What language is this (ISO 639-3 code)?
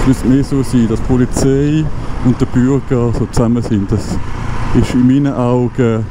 gsw